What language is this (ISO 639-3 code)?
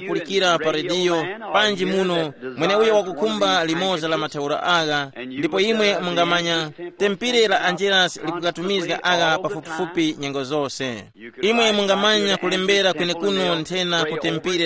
tum